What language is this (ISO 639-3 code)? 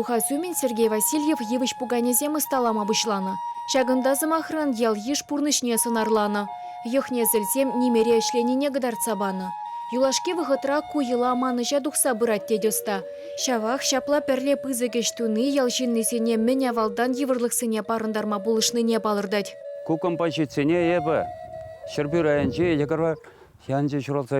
chv